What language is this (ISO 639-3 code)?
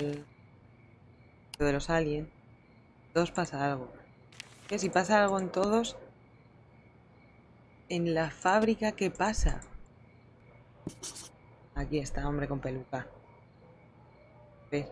spa